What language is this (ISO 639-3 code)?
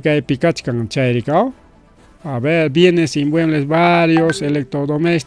quy